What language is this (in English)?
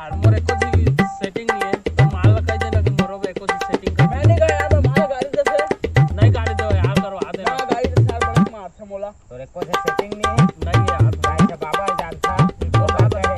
Chhattisgarhi